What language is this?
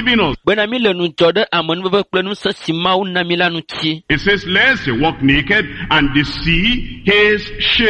Ewe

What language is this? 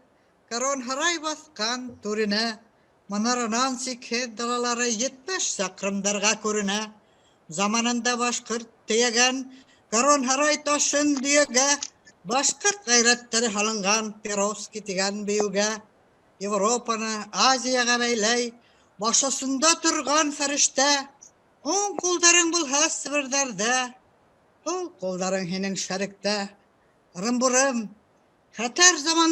Bashkir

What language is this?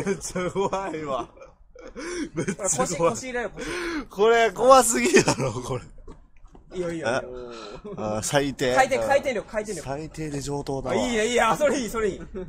Japanese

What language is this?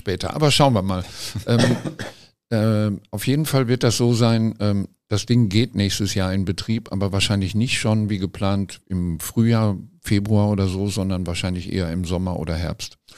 German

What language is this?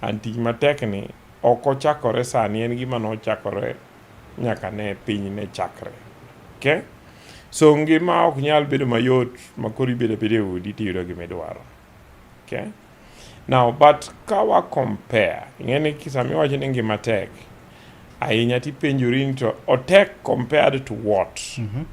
Luo (Kenya and Tanzania)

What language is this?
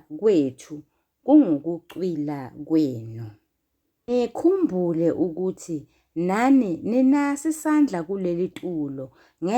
Zulu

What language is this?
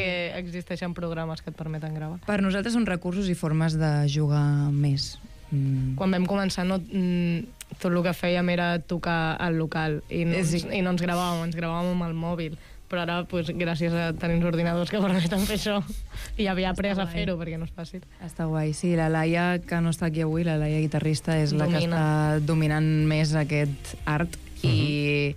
Catalan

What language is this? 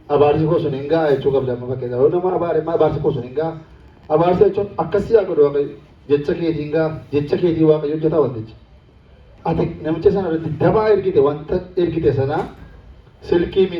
Oromo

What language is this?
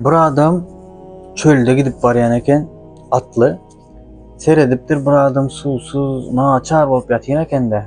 Turkmen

